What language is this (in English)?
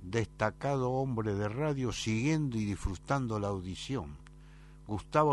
Spanish